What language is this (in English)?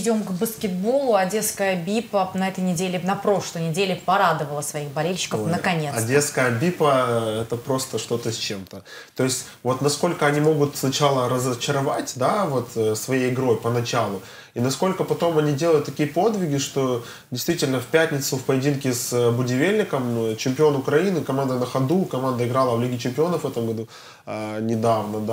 Russian